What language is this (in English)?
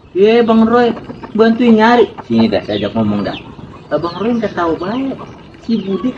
Betawi